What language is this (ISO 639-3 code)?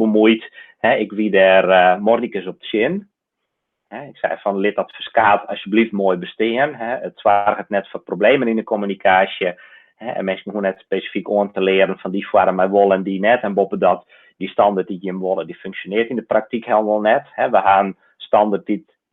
fry